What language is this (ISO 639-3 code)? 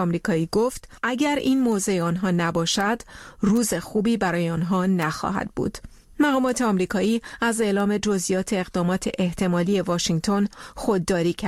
fas